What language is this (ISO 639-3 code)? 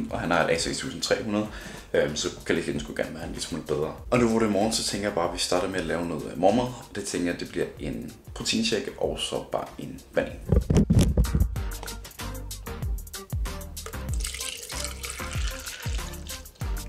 dan